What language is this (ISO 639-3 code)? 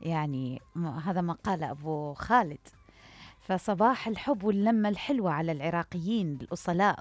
acm